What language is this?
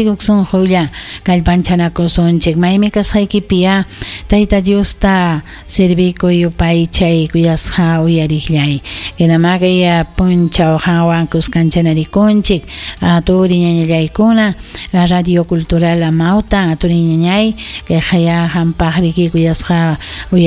Ayacucho Quechua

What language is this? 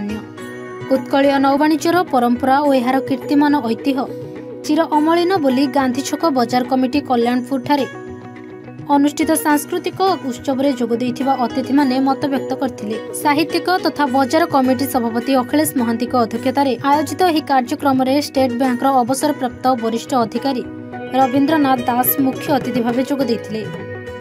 Odia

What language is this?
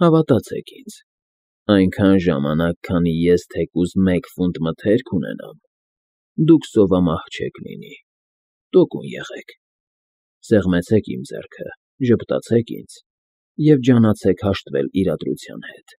Armenian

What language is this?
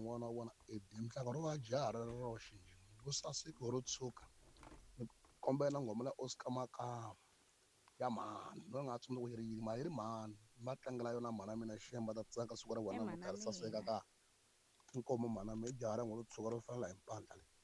Tsonga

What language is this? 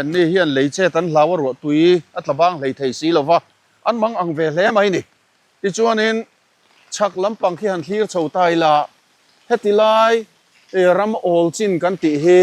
Mizo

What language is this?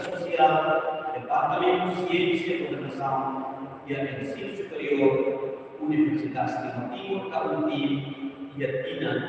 Tetum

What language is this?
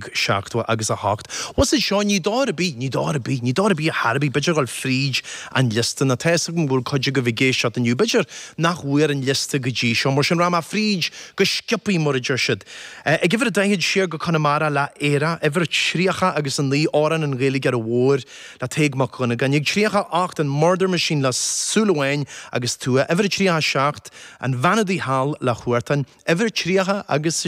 Irish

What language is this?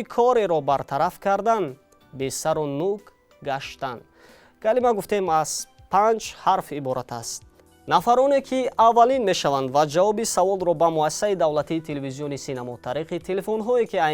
Tajik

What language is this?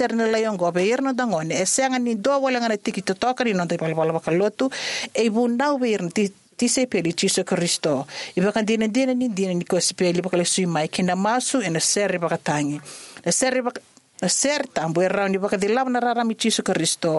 Fijian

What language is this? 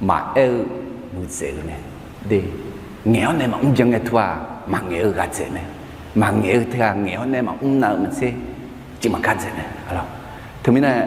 Akha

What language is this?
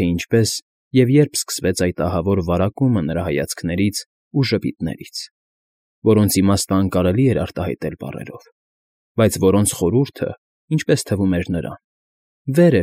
Armenian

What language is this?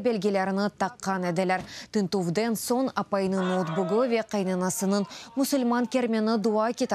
Crimean Tatar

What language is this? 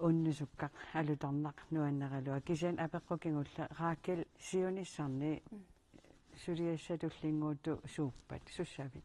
Kalaallisut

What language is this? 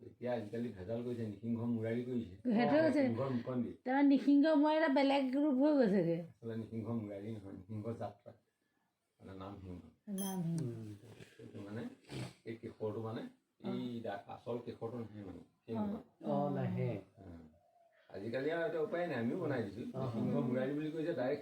Assamese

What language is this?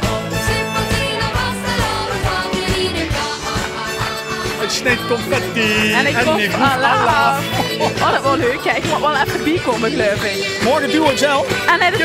Limburgish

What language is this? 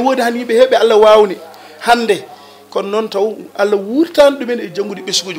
Fula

